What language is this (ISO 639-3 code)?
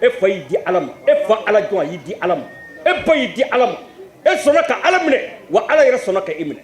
bam